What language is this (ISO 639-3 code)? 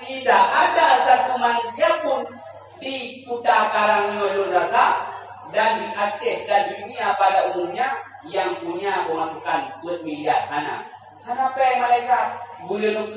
ace